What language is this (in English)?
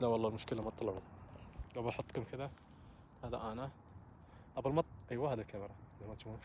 Najdi Arabic